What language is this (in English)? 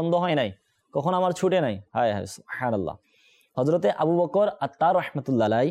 Bangla